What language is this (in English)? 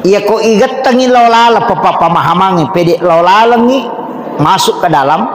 Buginese